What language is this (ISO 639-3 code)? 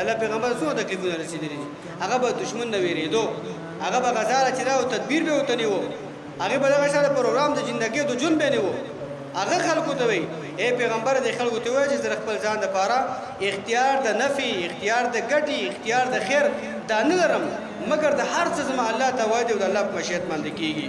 pus